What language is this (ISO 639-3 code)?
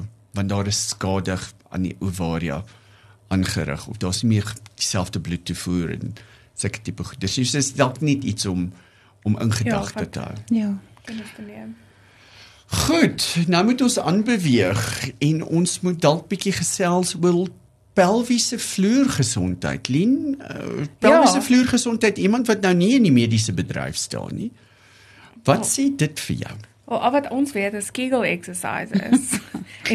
afr